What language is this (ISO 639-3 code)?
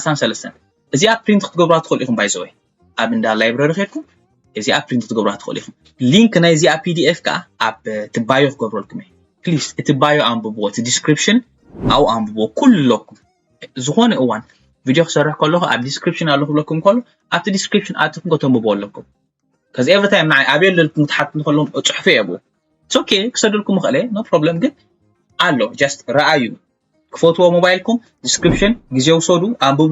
tir